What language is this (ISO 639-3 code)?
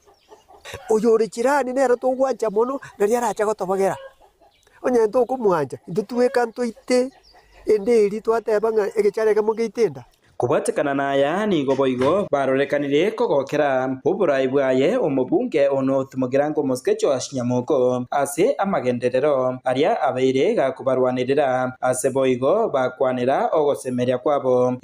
guz